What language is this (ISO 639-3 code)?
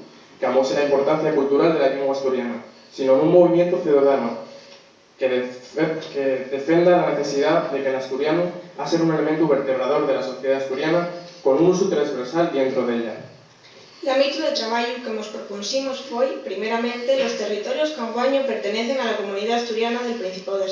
ast